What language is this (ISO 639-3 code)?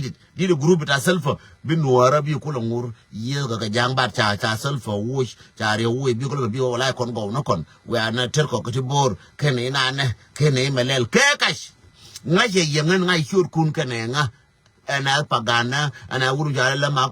nus